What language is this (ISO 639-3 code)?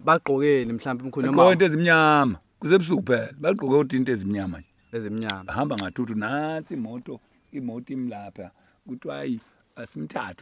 zul